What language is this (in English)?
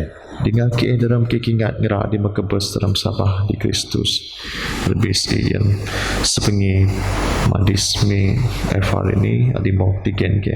Biatah Bidayuh